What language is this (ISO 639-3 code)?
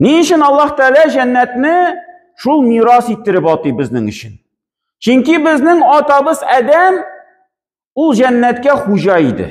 tat